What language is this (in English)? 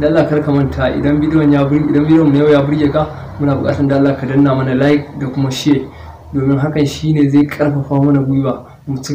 Hausa